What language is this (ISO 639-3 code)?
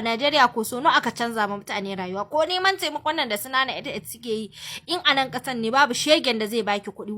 hau